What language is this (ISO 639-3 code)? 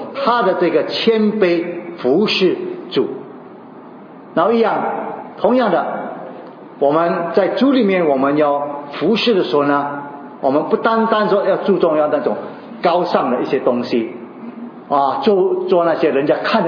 zho